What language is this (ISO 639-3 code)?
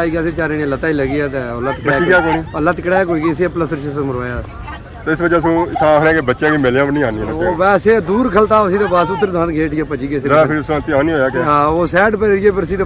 phr